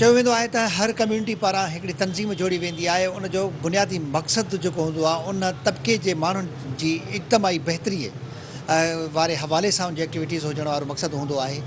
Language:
Sindhi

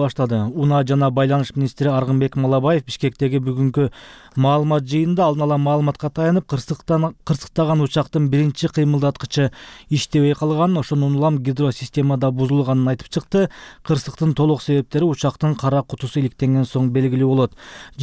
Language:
Kyrgyz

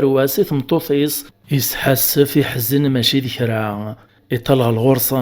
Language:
Kabyle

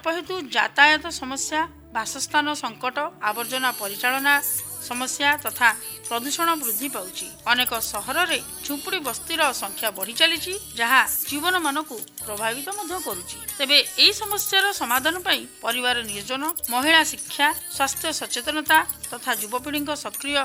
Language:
Odia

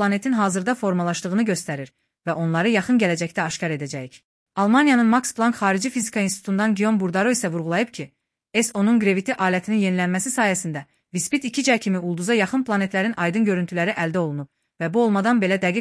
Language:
Azerbaijani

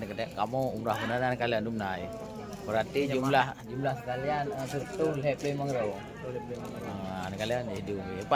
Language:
Achinese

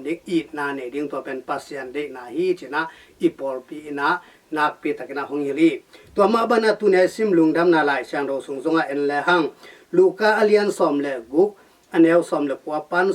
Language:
Tedim Chin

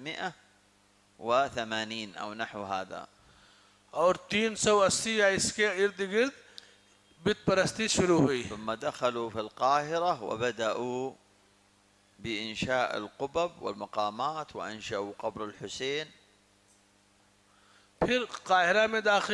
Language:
Urdu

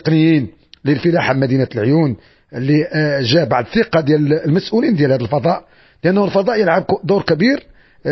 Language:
Moroccan Arabic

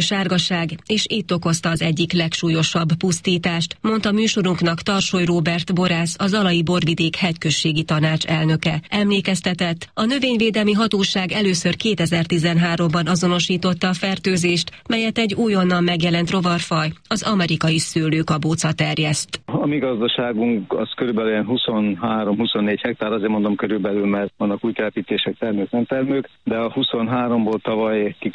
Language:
Hungarian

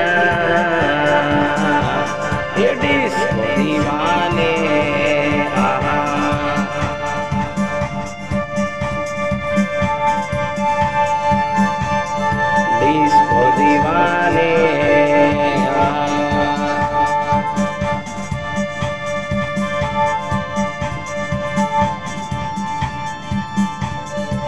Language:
Hindi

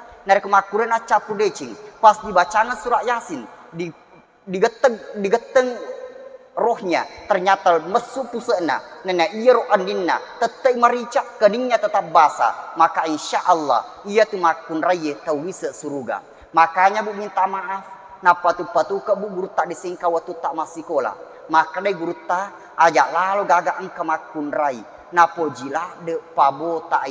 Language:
Buginese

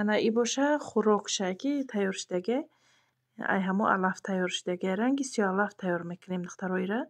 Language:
Tajik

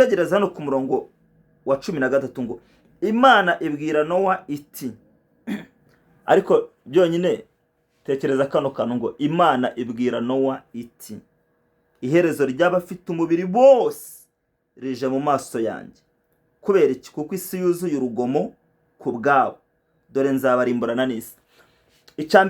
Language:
Kinyarwanda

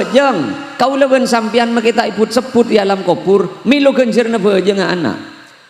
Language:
Madurese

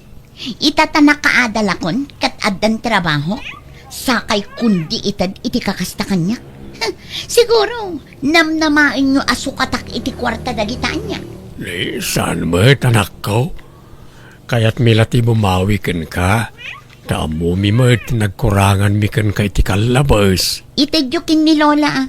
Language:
Iloko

